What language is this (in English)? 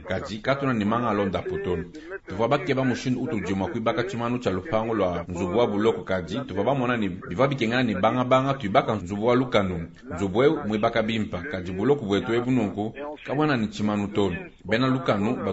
Luba-Lulua